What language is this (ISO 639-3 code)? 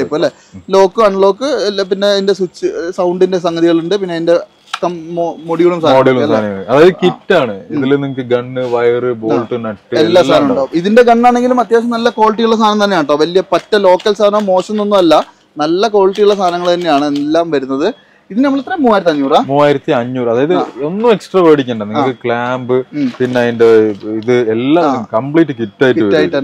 mal